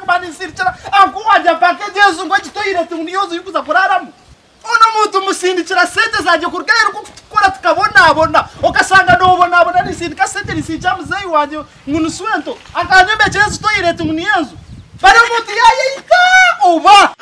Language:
Nyankole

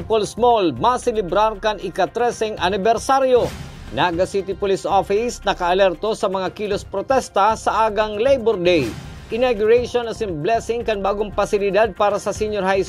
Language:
Bikol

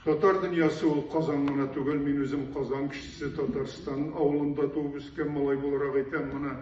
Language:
Tatar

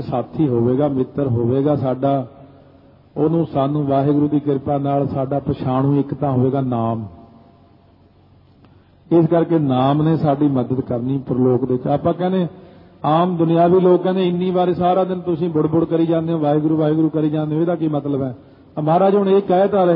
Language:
Punjabi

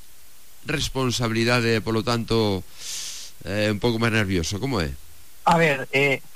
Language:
Galician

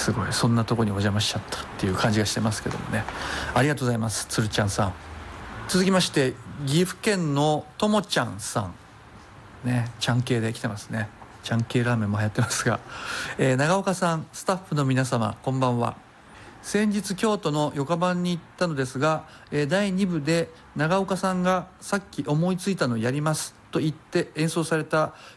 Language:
Japanese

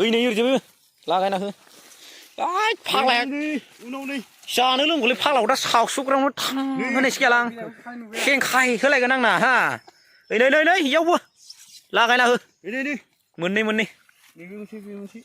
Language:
Bodo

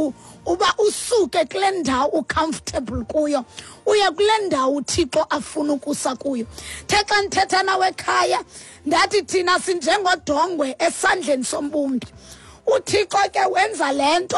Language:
Xhosa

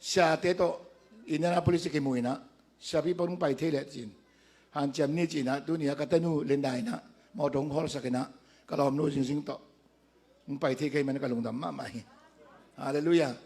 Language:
Tedim Chin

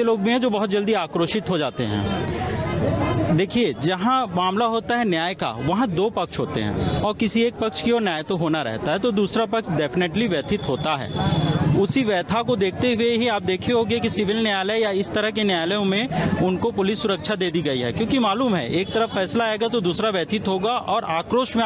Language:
Hindi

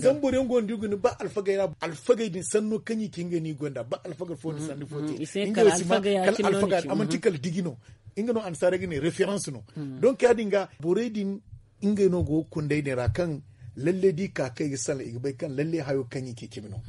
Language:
Zarma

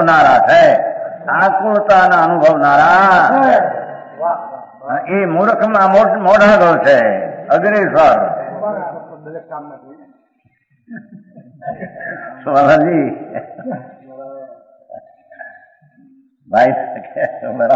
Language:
Gujarati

